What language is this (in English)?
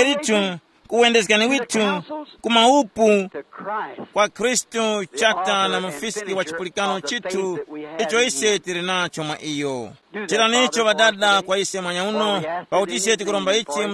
Tumbuka